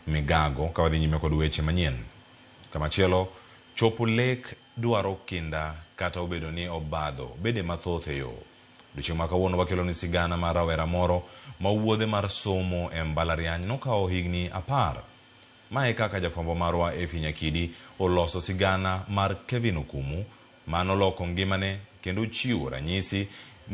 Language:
Luo (Kenya and Tanzania)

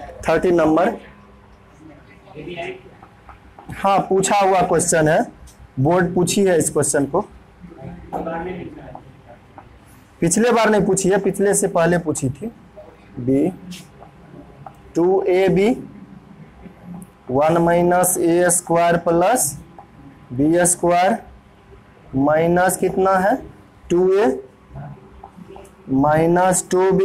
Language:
Hindi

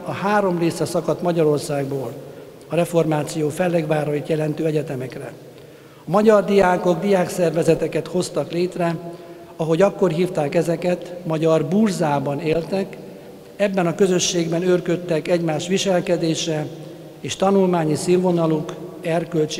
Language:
Hungarian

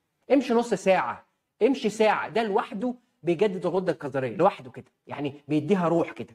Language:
Egyptian Arabic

